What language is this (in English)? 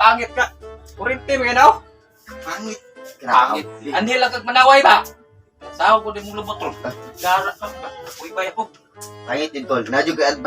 Cebuano